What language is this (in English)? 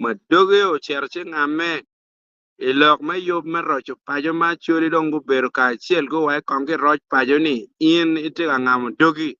Acoli